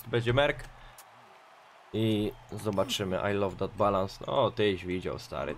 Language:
Polish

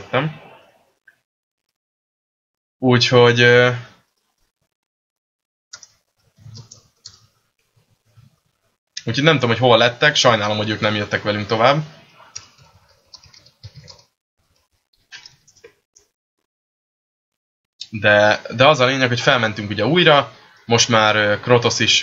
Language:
Hungarian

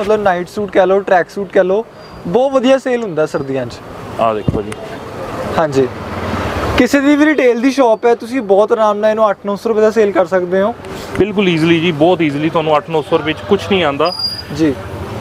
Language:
Punjabi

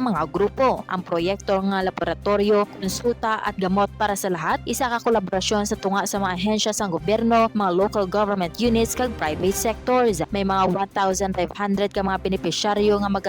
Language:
Hiligaynon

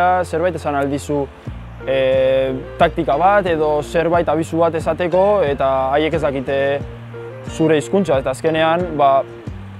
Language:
Basque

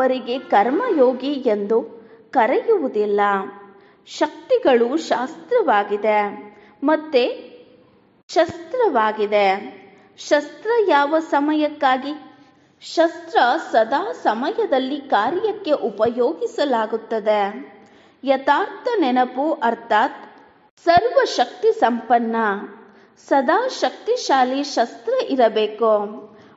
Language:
Kannada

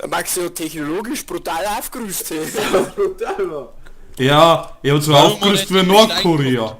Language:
Bavarian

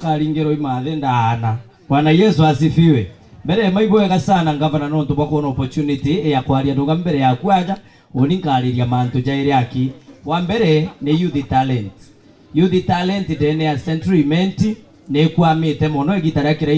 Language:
Meru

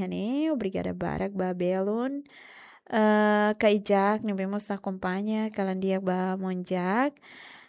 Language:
Tetum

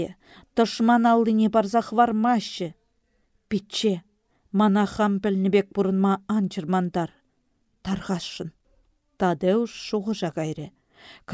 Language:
Chuvash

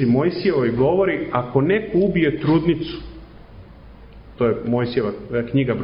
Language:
Serbian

